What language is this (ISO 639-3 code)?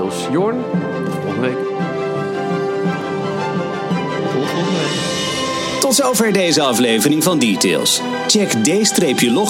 nld